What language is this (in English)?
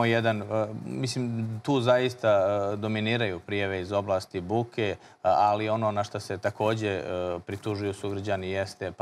Serbian